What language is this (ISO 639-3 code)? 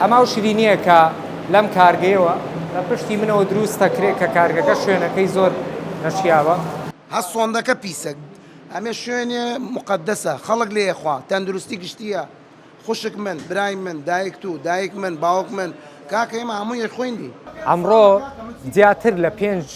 ckb